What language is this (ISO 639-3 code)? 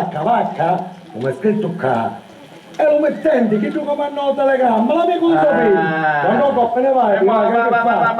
scn